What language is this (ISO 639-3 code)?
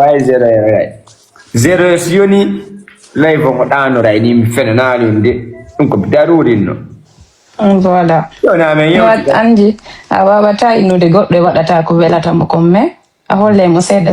ful